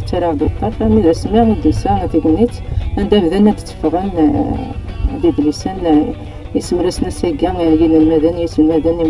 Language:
Kabyle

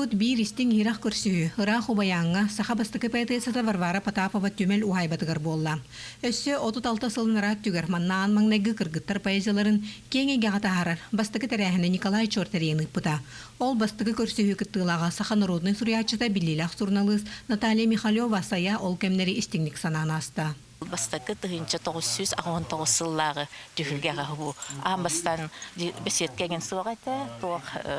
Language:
Yakut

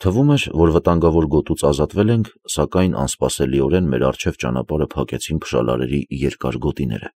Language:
Armenian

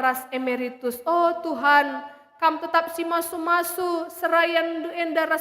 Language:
Batak Karo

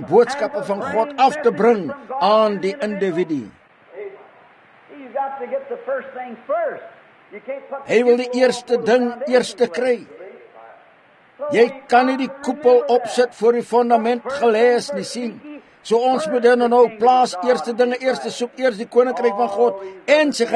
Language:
Afrikaans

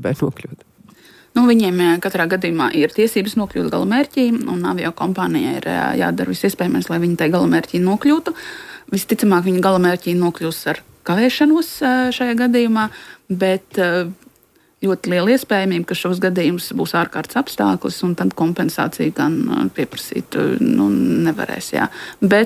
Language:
Latvian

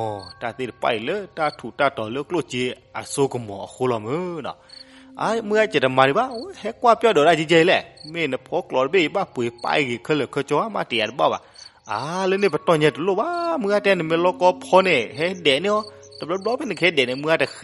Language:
S'gaw Karen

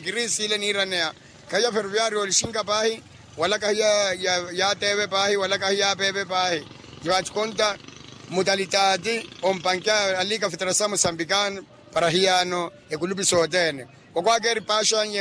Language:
Makhuwa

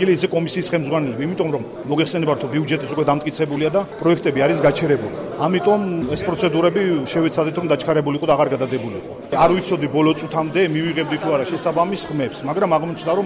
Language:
Georgian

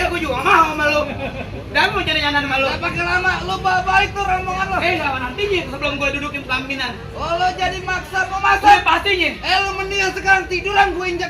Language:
Betawi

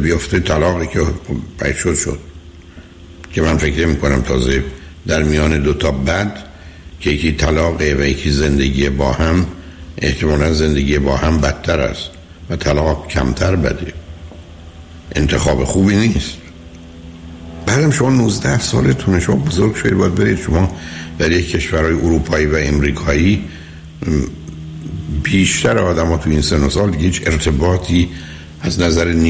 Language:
Persian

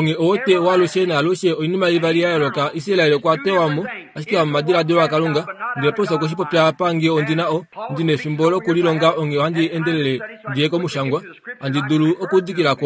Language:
Kuanyama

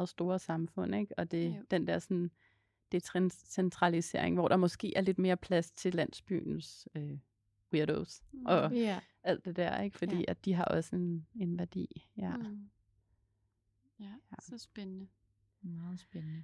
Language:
Danish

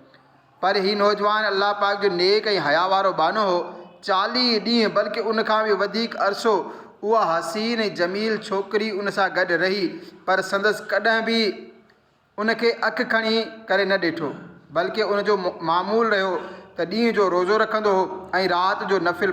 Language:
Sindhi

